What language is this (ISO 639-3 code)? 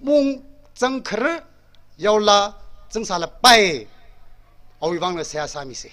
nmf